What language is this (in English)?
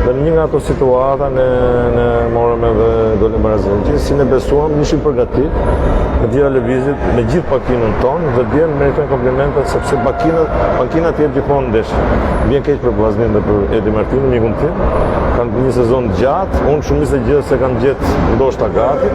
Albanian